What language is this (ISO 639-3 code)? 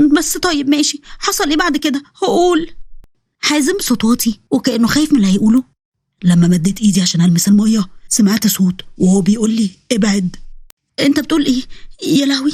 arz